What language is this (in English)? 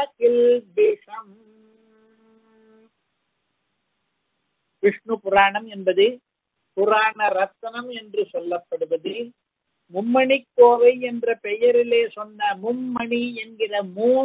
Tamil